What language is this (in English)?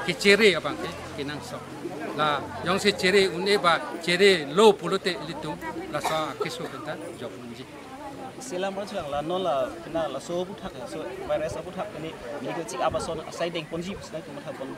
Karbi